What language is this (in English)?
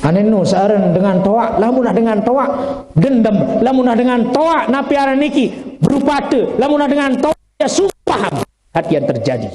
Sasak